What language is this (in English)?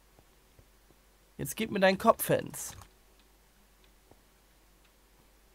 German